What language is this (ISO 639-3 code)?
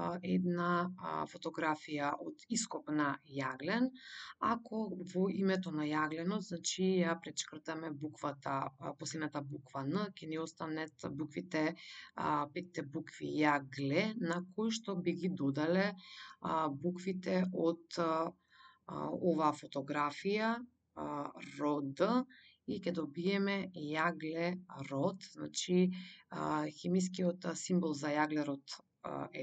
mkd